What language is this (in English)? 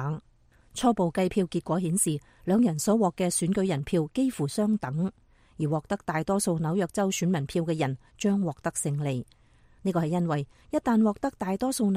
Cantonese